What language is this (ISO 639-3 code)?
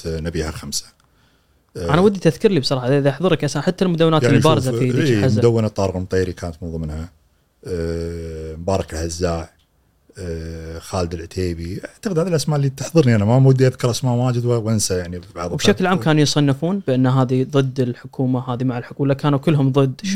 afb